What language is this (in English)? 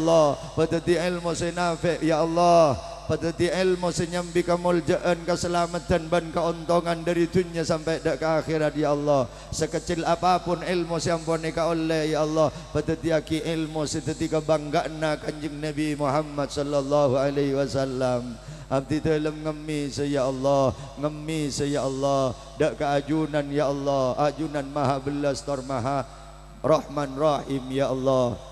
Madurese